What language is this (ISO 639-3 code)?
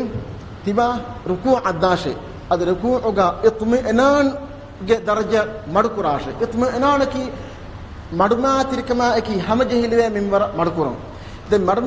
div